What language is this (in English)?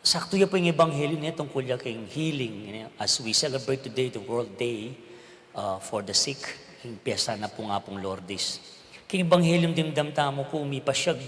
Pampanga